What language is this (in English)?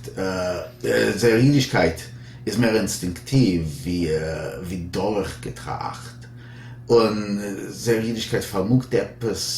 Yiddish